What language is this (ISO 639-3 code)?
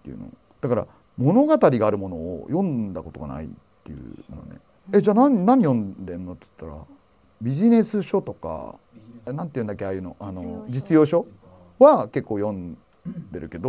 jpn